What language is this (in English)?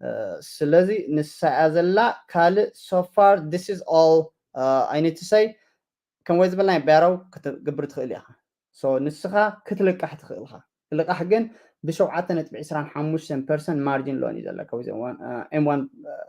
Tigrinya